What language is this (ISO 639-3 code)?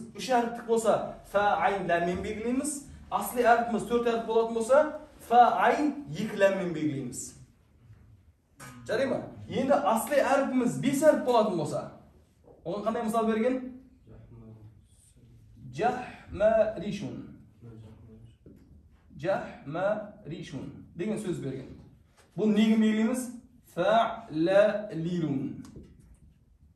kaz